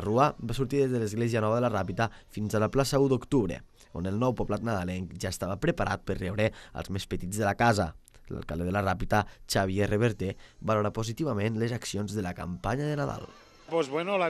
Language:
Catalan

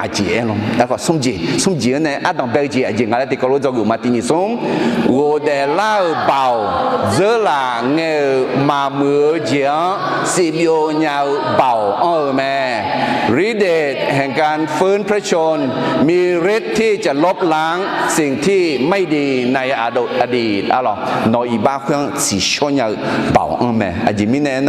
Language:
Akha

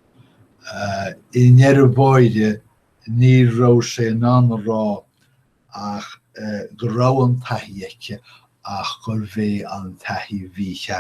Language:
Irish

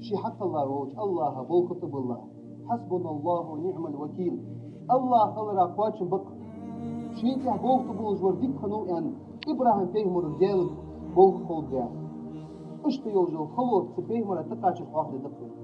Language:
Ingush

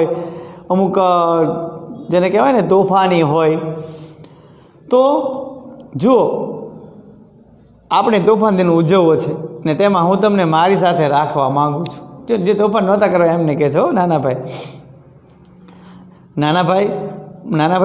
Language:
Gujarati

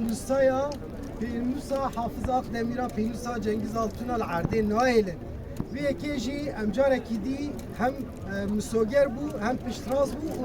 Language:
Kurdish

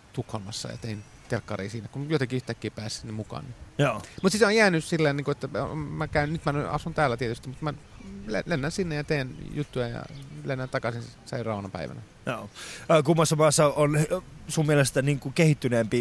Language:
Finnish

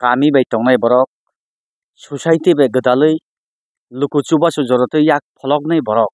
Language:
Kok Borok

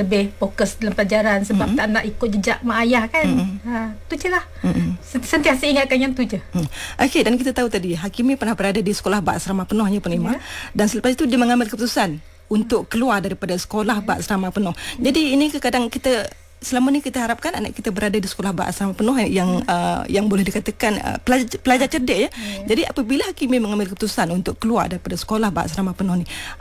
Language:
Malay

